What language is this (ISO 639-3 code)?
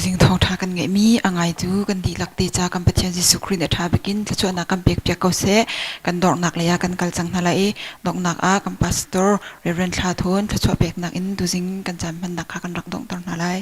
cnh